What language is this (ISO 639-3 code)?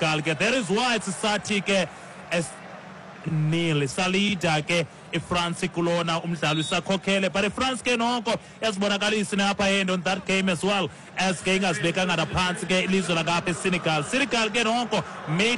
xho